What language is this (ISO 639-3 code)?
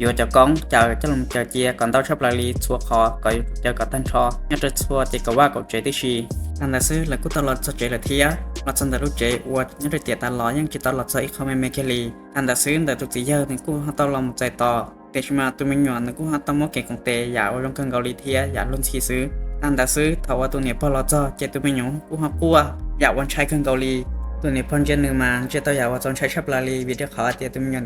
hmn